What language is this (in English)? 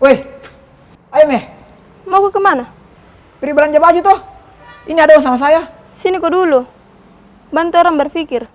Makassar Malay